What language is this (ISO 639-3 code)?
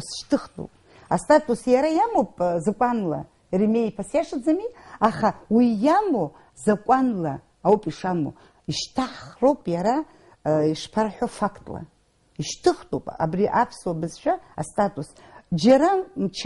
abk